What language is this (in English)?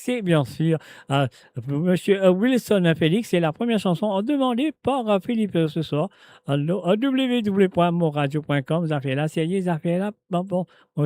Morisyen